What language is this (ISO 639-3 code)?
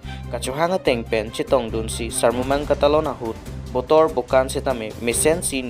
mjw